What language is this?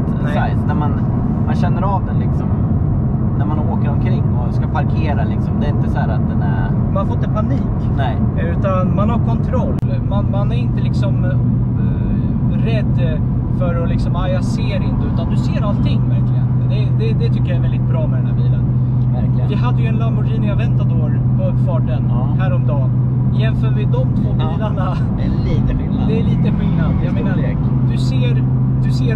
Swedish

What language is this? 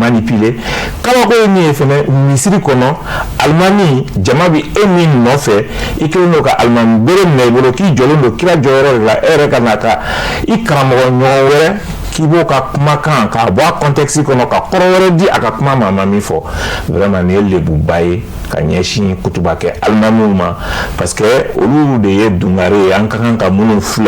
Bambara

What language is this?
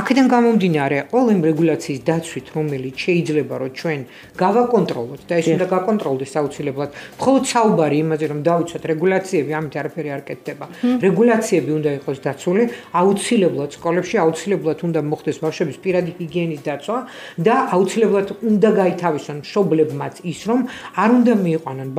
Georgian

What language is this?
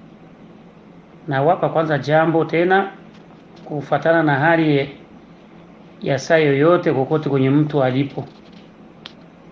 Swahili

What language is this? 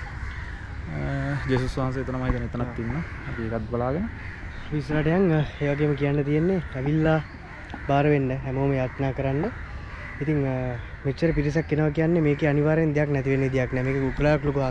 Sinhala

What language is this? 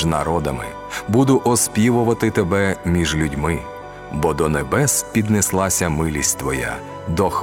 Ukrainian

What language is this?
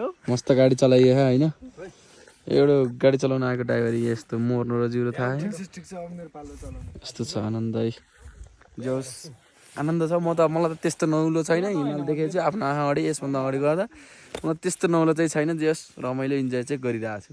Nepali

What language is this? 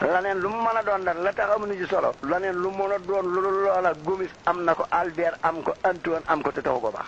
Wolof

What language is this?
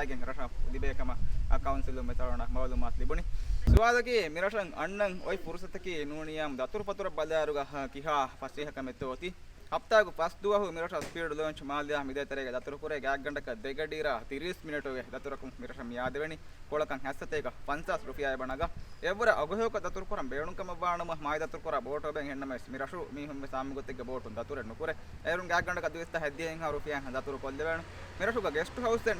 Divehi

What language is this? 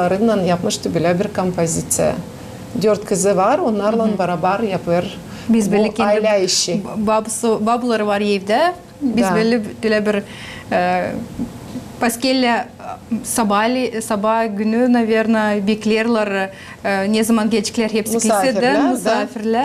Gagauz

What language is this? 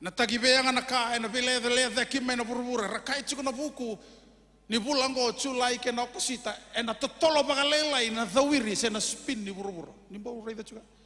Fijian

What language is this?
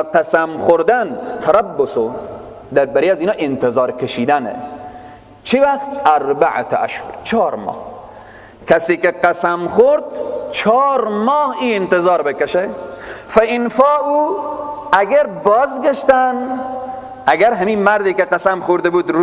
Persian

